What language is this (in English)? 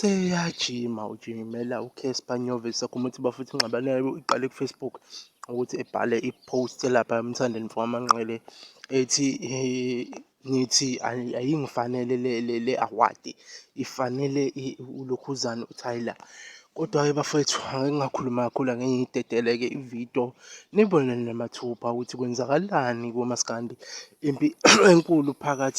Zulu